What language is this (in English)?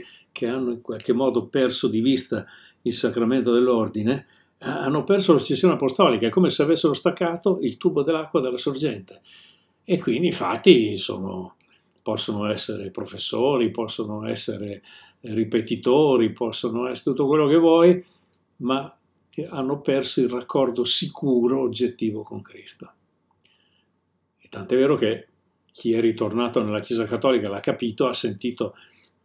Italian